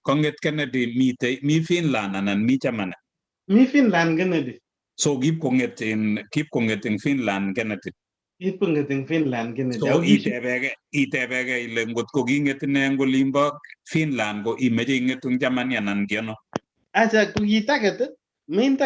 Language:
Kalenjin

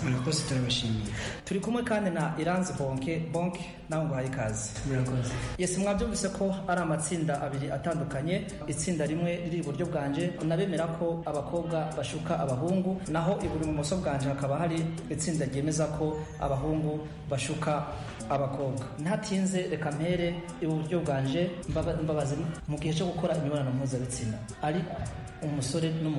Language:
Kinyarwanda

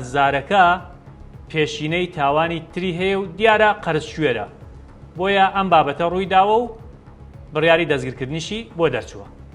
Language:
Central Kurdish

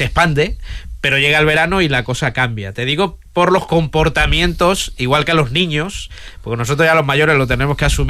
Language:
Spanish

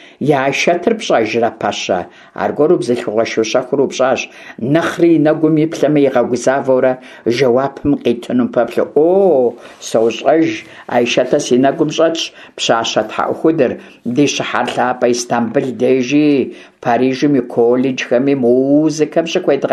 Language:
Kabardian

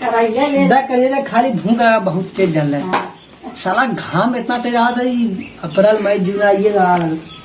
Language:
Awadhi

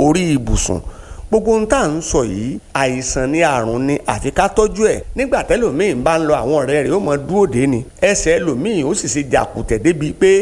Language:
Yoruba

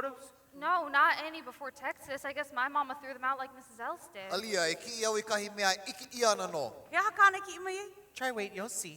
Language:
Hawaiian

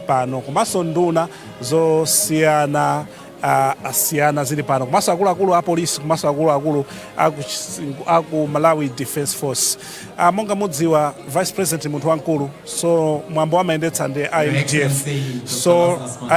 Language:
Nyanja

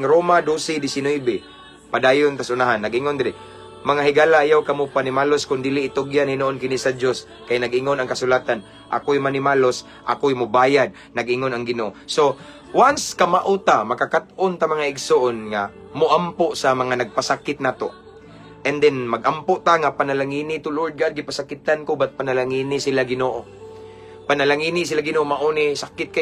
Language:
Cebuano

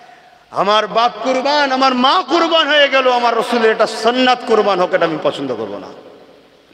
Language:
Bangla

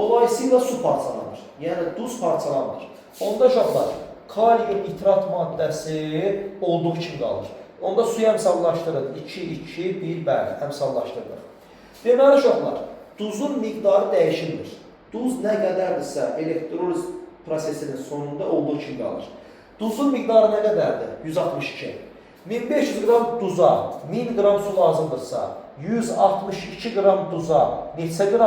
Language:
Azerbaijani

